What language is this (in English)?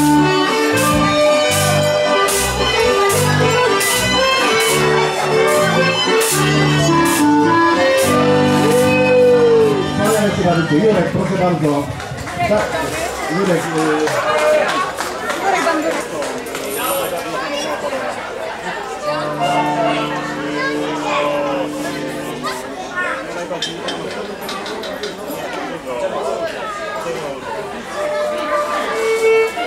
Polish